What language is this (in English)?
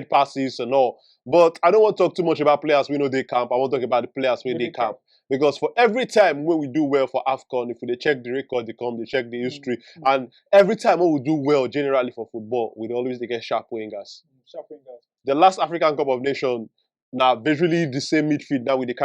Nigerian Pidgin